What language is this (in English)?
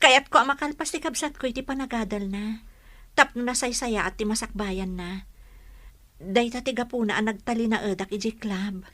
Iloko